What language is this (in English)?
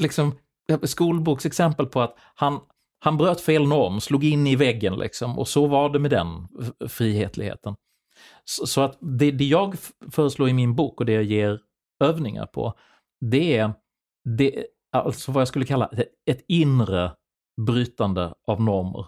Swedish